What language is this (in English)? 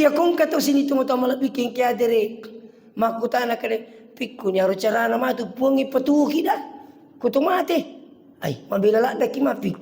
Buginese